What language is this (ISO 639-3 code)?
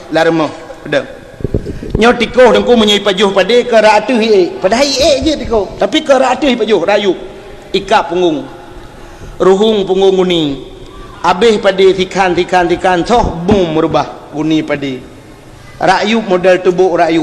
ace